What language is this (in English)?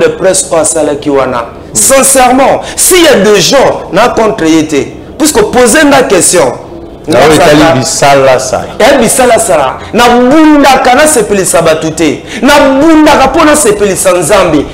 Lingala